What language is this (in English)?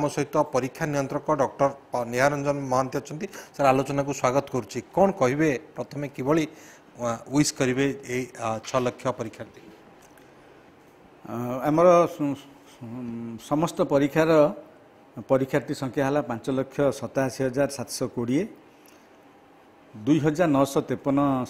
Odia